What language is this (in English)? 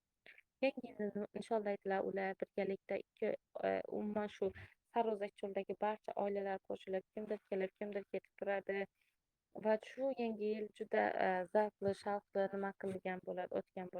Uzbek